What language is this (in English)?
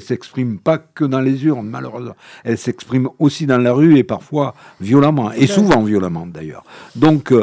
French